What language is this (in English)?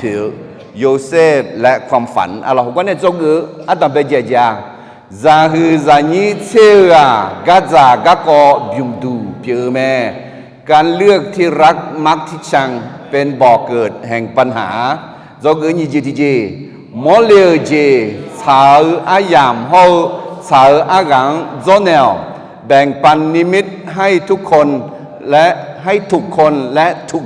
Akha